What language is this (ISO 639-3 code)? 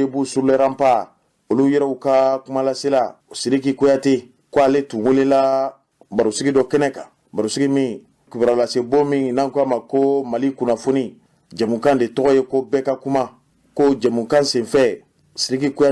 bam